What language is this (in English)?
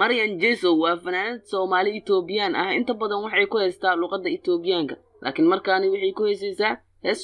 Somali